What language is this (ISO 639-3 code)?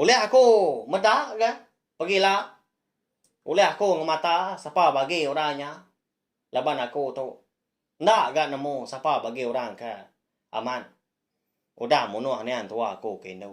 iba